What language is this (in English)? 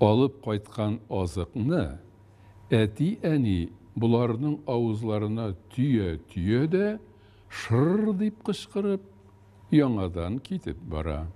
Tatar